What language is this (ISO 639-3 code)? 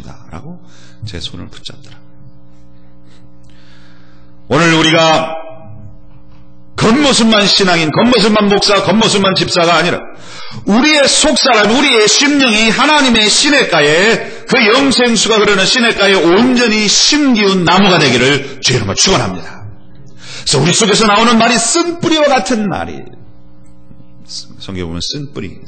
kor